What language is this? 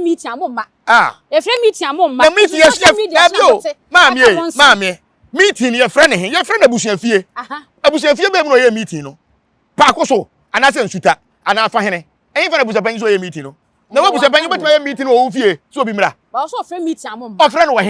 Akan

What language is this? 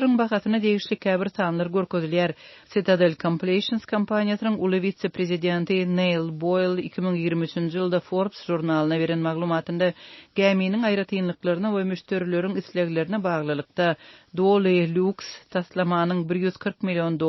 Turkmen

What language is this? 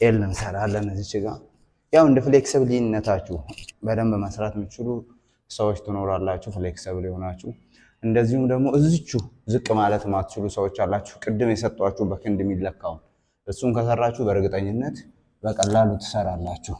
Amharic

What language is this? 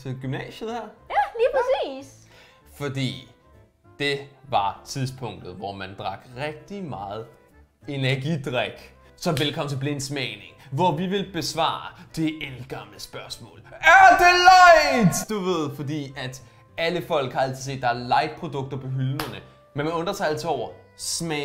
Danish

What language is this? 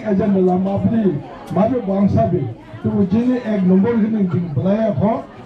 Dimasa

